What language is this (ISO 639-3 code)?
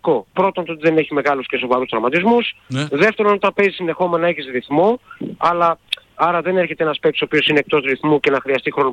ell